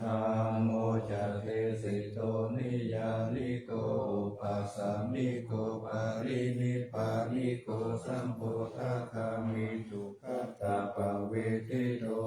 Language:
Pali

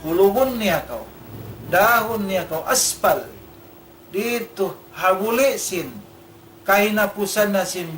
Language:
Tausug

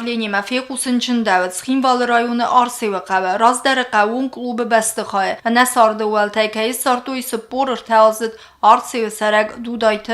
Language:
Ossetic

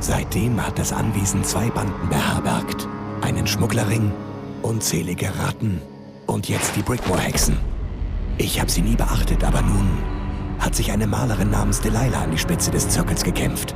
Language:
Bavarian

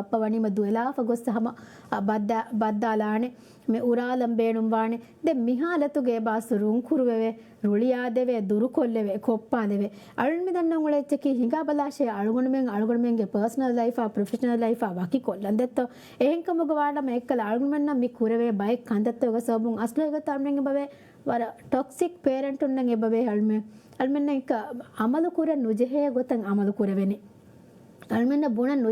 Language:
Divehi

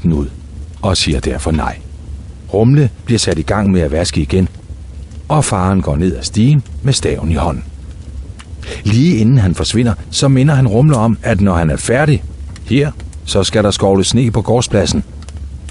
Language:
Danish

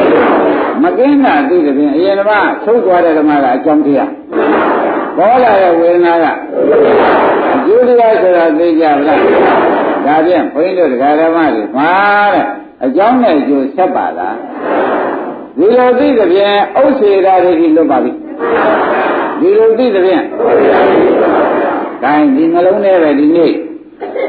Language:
Burmese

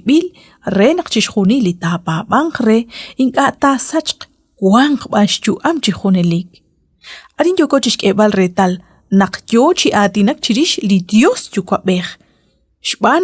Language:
Kekchí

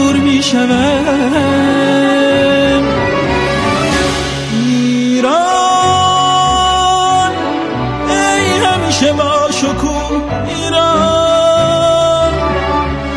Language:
Persian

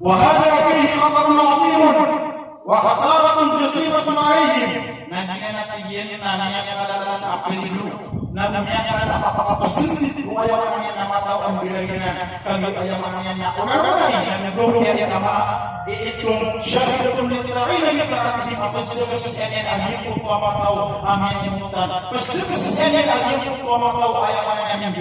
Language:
Maranao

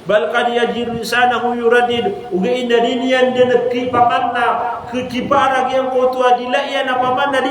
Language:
Maranao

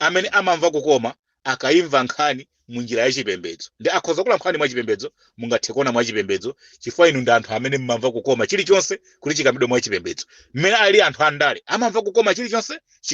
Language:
Nyanja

